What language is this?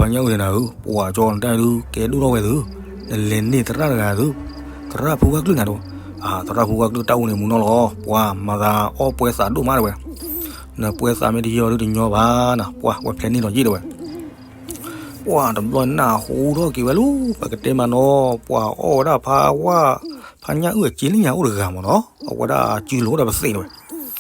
S'gaw Karen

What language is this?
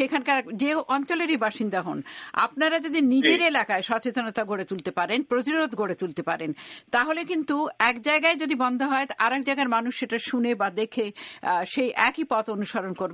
Bangla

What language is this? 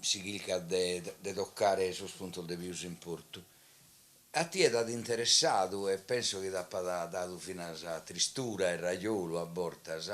Sardinian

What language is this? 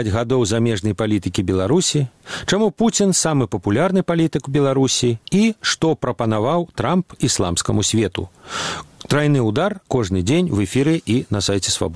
Belarusian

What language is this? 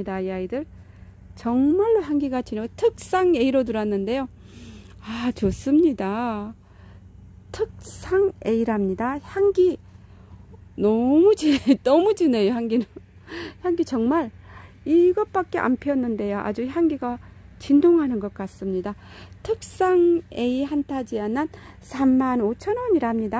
Korean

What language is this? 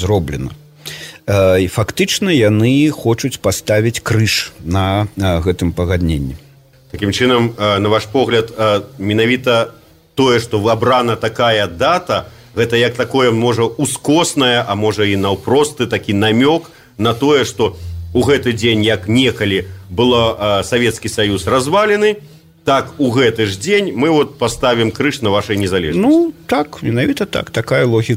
Belarusian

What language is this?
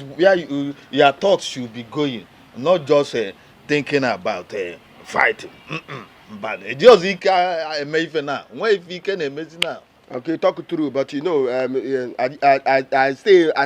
Nigerian Pidgin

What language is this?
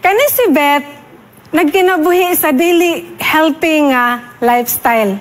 Cebuano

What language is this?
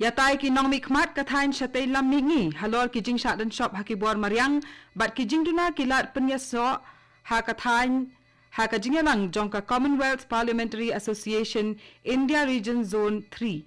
Khasi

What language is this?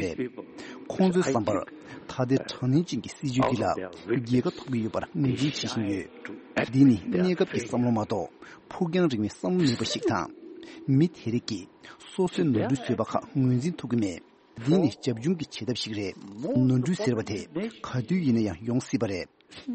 Tibetan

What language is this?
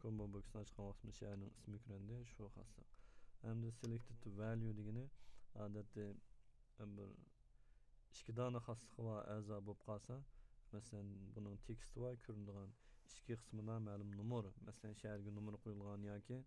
Uyghur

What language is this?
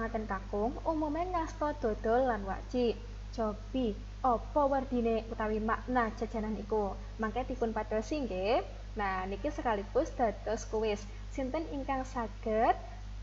Javanese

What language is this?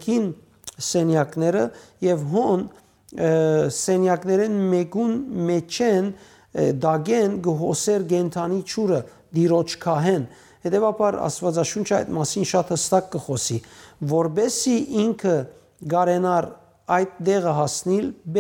Western Armenian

